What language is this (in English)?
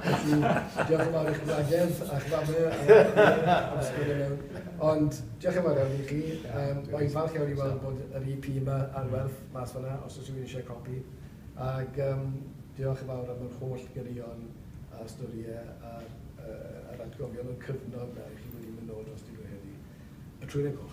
Welsh